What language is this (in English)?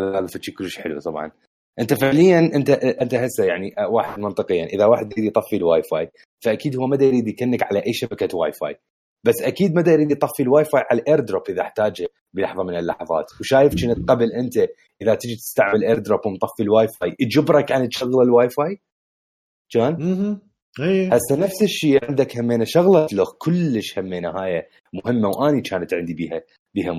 Mesopotamian Arabic